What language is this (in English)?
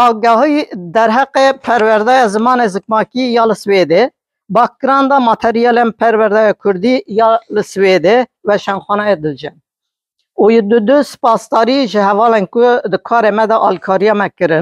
Kurdish